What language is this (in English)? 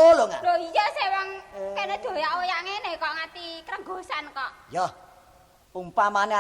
Javanese